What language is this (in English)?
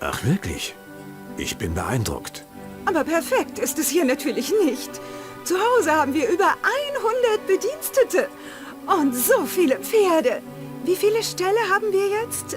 Bavarian